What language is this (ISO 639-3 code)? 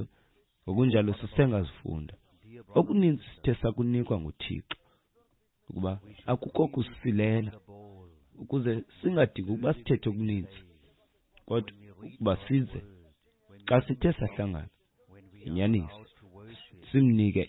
xho